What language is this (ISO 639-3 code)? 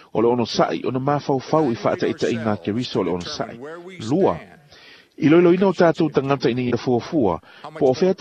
smo